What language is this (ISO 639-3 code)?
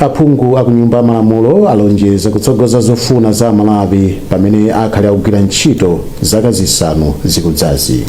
nya